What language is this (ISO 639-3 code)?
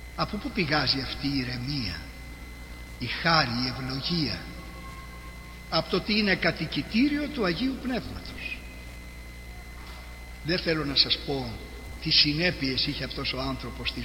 ell